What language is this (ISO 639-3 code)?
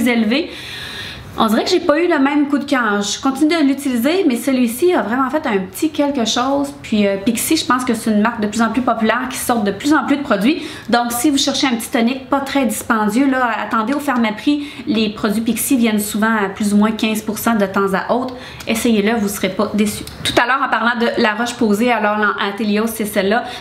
fra